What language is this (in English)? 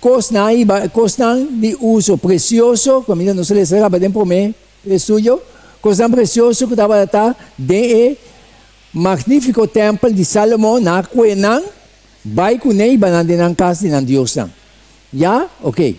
Papiamento